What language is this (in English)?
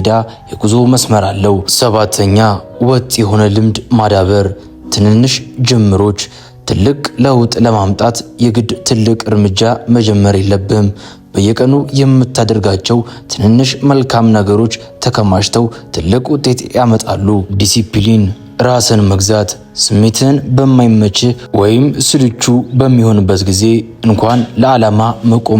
Amharic